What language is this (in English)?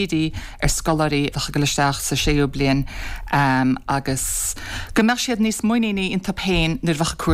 Irish